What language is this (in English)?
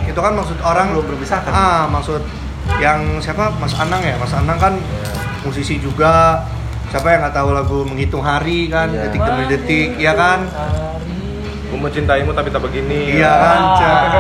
Indonesian